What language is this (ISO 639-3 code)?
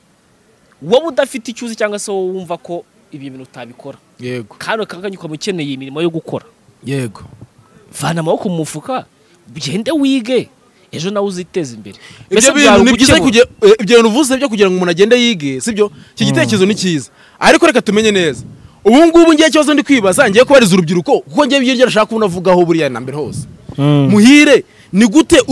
kin